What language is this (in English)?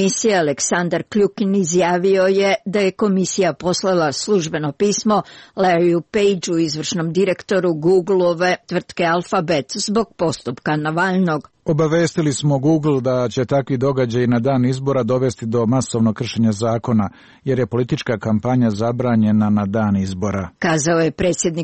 Croatian